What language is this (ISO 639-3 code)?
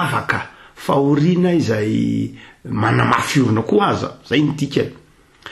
mlg